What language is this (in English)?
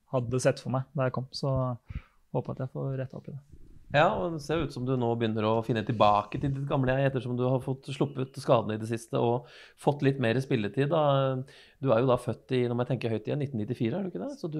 Norwegian